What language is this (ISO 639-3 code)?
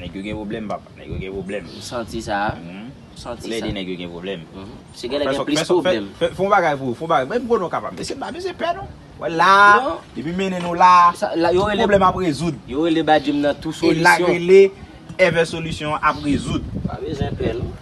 hat